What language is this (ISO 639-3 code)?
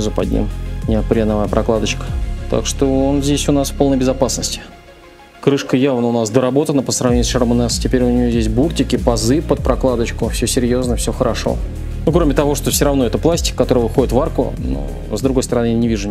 rus